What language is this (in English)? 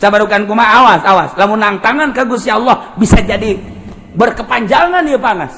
Sundanese